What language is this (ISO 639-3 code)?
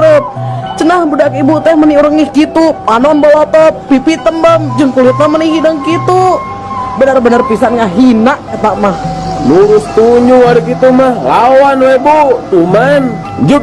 sun